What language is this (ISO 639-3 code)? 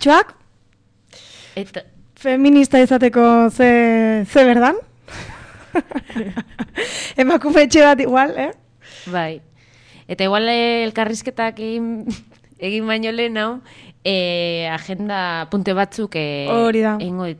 eus